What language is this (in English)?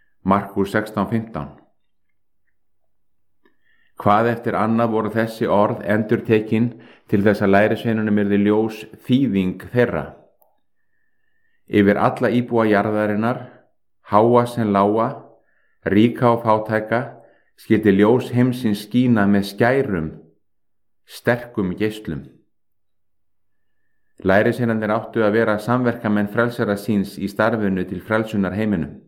Icelandic